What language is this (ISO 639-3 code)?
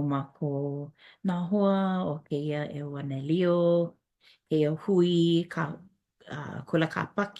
haw